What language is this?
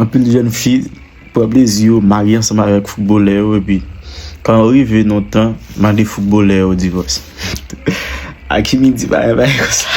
Haitian Creole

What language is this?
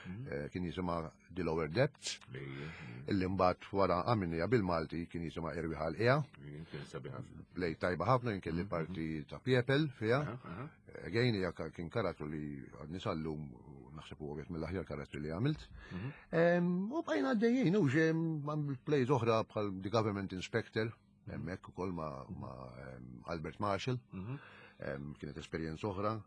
Maltese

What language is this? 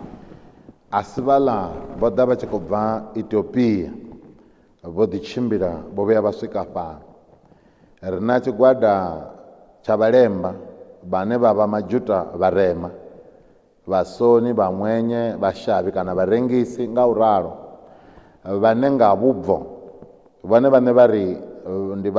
Venda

